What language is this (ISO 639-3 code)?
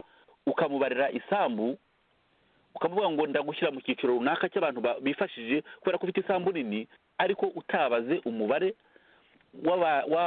kin